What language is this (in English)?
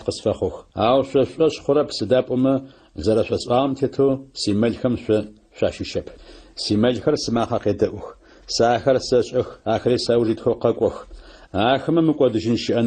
Adyghe